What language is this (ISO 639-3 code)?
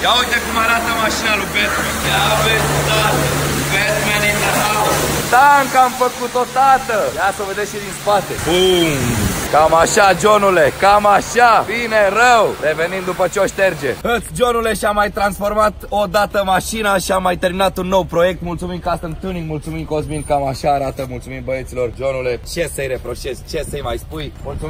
ron